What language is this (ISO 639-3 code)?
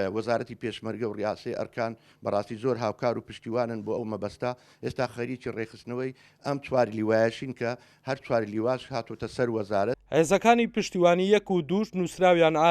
ckb